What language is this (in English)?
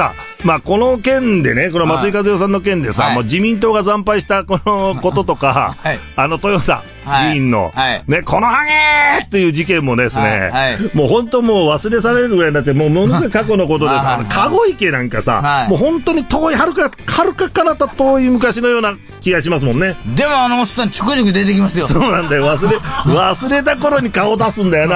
Japanese